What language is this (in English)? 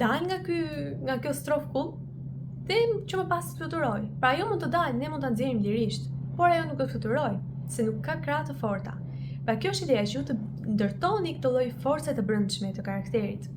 Albanian